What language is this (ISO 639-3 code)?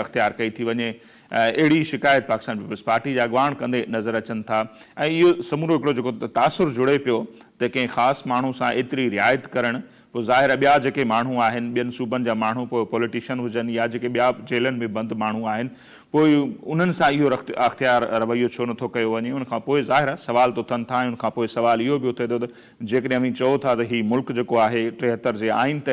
snd